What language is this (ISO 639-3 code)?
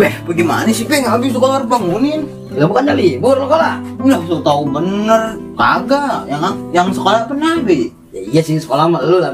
bew